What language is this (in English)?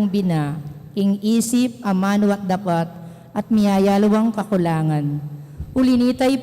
Pampanga